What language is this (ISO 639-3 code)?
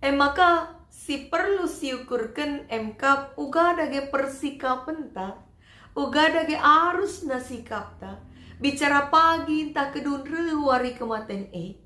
btx